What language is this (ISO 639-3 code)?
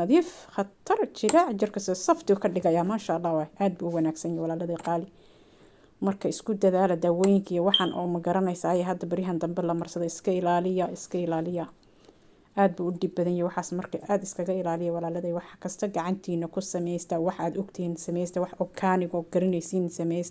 som